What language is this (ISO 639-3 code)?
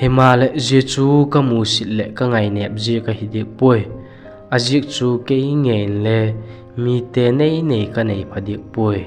vap